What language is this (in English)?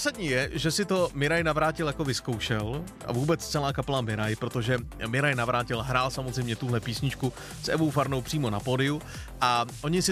Czech